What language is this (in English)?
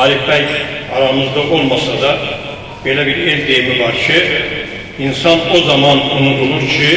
Azerbaijani